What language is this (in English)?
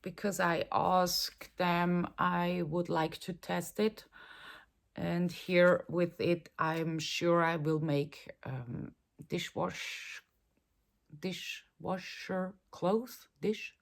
Swiss German